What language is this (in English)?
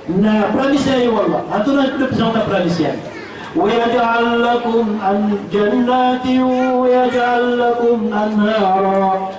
Maranao